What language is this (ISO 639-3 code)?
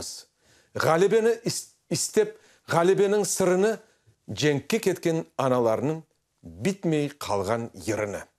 crh